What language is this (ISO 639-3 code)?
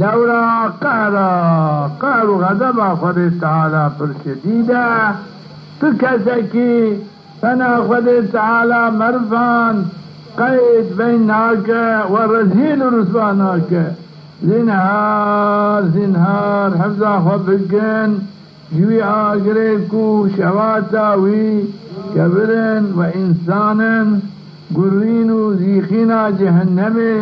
kur